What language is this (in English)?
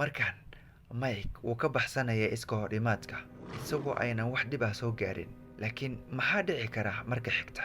Somali